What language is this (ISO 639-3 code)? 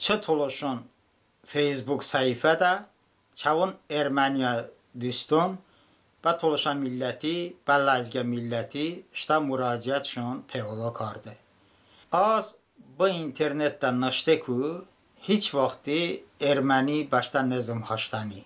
tly